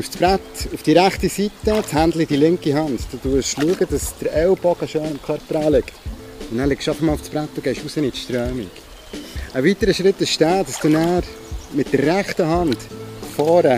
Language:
Swiss German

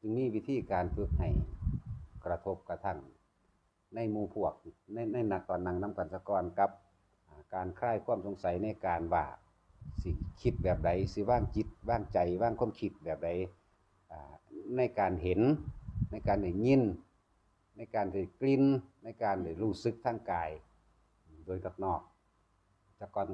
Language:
Northeastern Thai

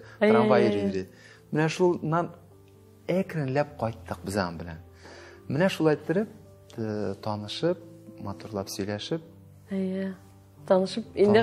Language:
Tatar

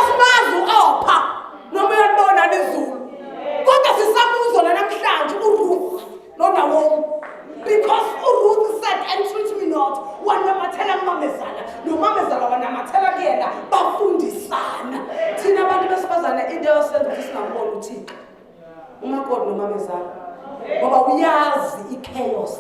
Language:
Zulu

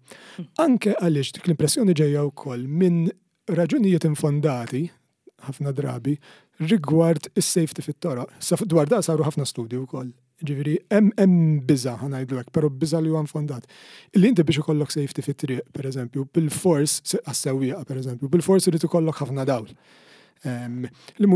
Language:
Maltese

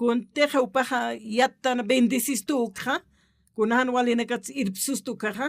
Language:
Aymara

